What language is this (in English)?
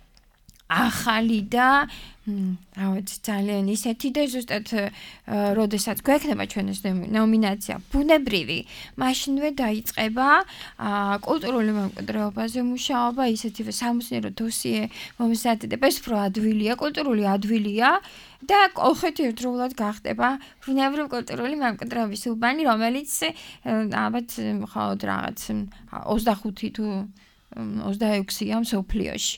Georgian